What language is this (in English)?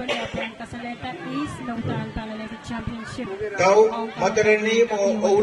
Pohnpeian